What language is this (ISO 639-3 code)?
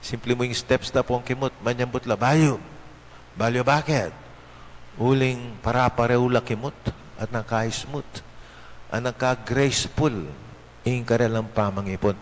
pam